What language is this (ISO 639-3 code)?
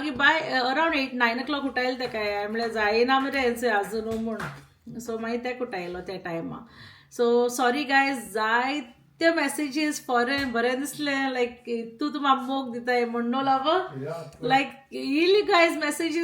kok